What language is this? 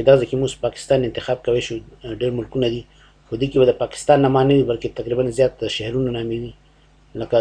Pashto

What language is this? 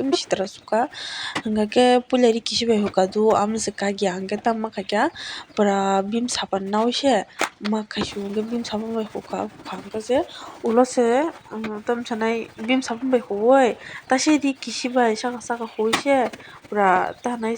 Kok Borok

